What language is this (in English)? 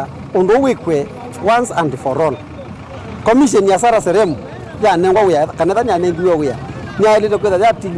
Kamba